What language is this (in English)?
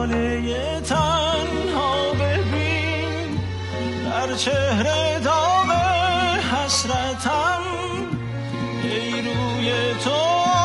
Persian